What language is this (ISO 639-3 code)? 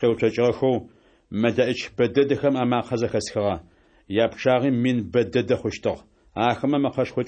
ady